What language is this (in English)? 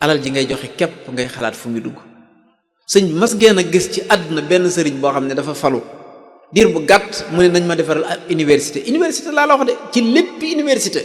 Wolof